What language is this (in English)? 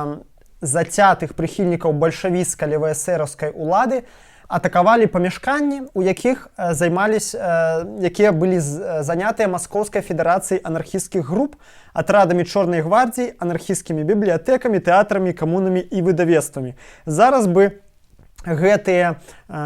Belarusian